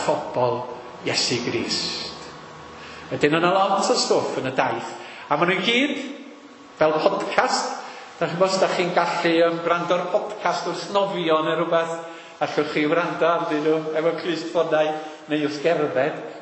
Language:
Welsh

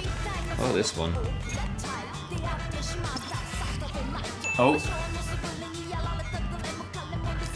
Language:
English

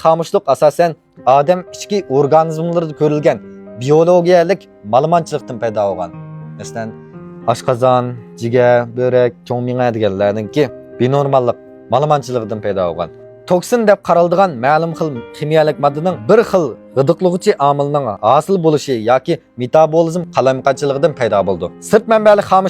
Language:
Uyghur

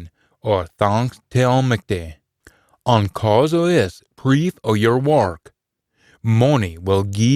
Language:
Scots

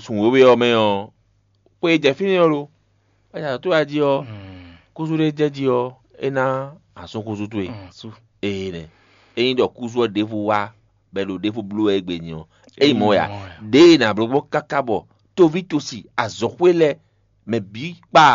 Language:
Fon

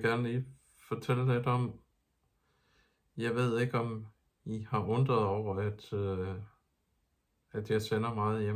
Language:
Danish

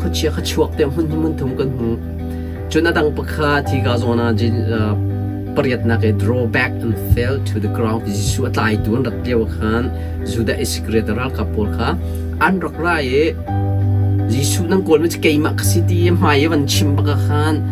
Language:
Hakha Chin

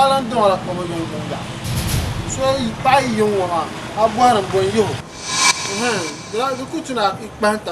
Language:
Dagbani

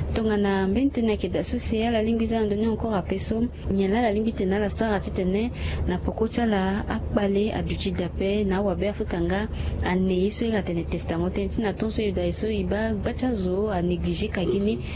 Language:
Sango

